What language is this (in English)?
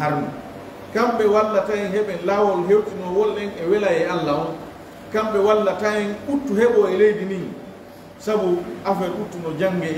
Pular